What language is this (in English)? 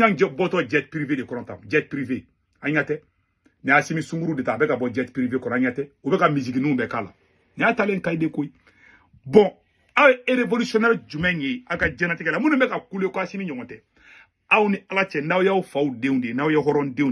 Bambara